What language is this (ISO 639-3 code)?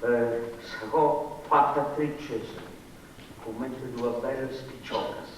srd